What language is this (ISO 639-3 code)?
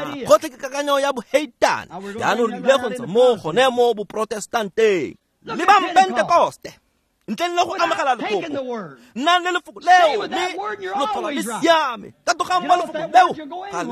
tsn